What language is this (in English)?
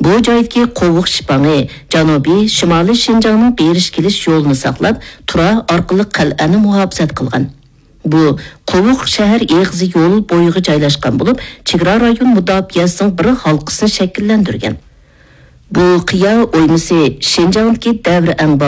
Uyghur